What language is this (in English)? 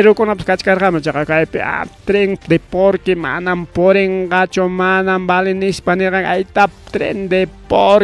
Ayacucho Quechua